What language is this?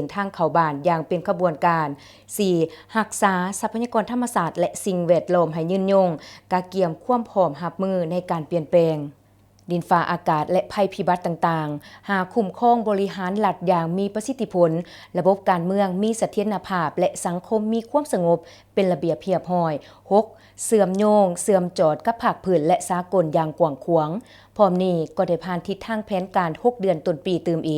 Lao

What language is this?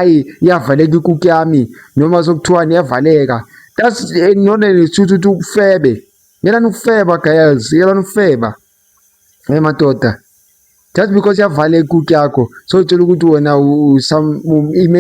Zulu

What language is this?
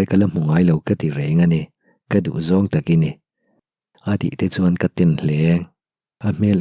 Mizo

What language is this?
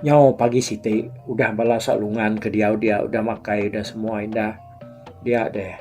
Iban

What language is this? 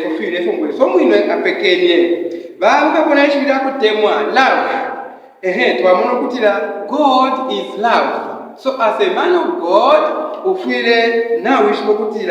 Bemba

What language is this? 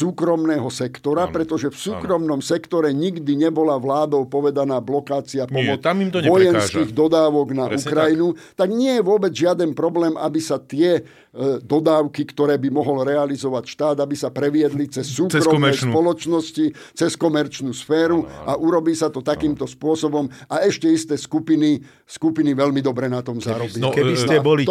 Slovak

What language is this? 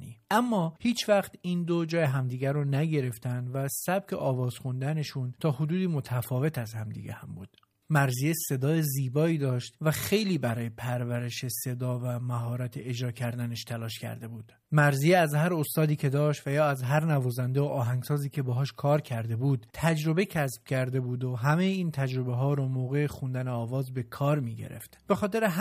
Persian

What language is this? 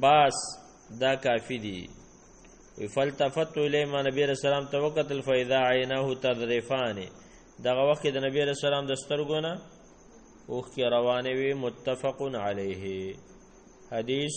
Pashto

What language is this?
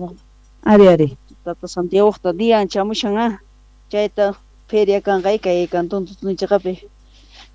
Quechua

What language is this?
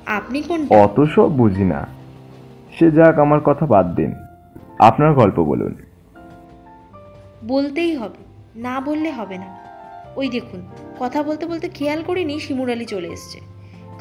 Bangla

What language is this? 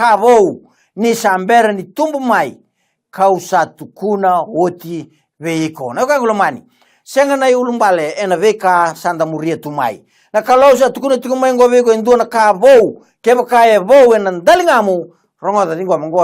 Fijian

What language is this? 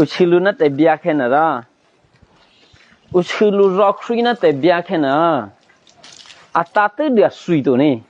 Eastern Kayah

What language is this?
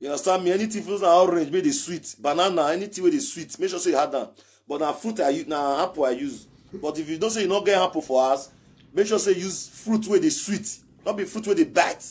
Nigerian Pidgin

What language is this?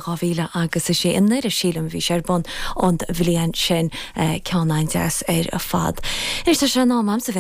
Irish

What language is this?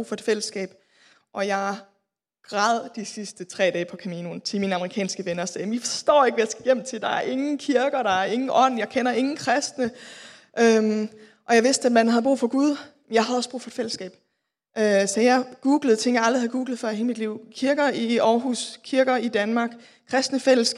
Danish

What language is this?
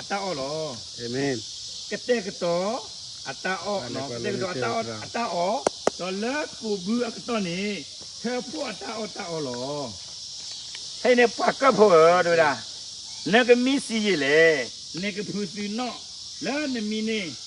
S'gaw Karen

